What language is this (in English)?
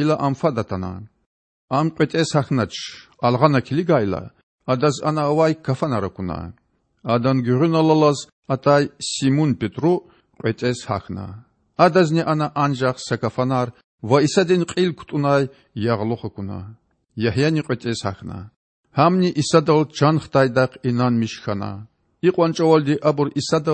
Lezghian